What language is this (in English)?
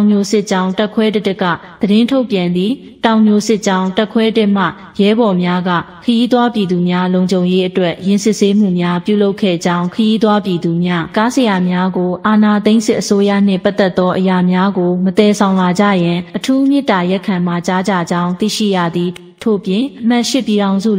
Burmese